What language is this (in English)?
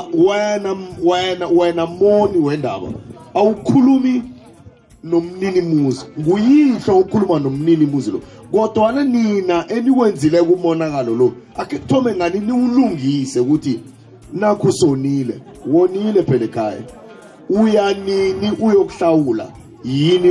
South Ndebele